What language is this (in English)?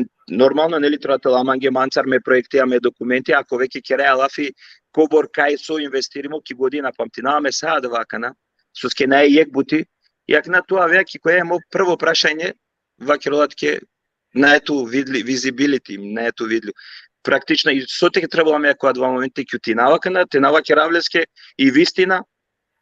Balkan Romani